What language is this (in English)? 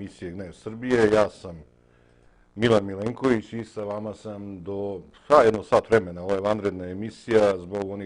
Serbian